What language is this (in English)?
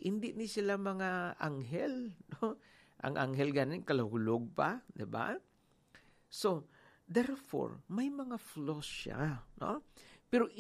Hiligaynon